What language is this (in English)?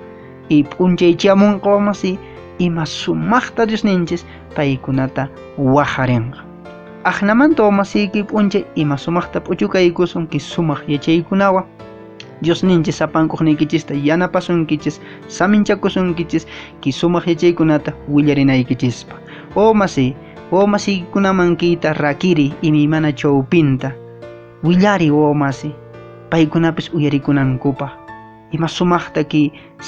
Quechua